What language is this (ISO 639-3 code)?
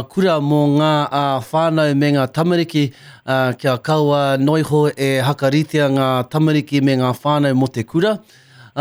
mri